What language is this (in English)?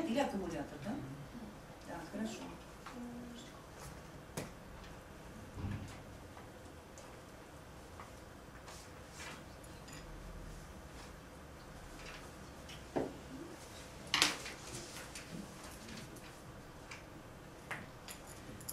Russian